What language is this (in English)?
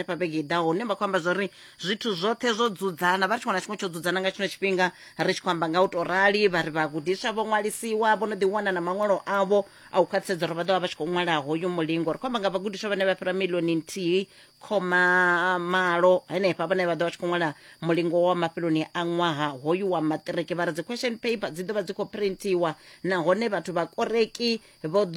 Venda